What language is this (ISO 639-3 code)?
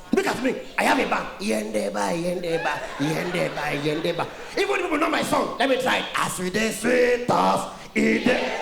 pcm